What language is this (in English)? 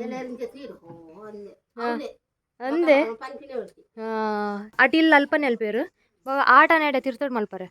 Tulu